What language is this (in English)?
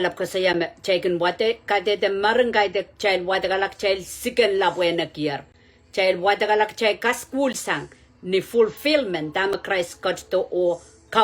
Pohnpeian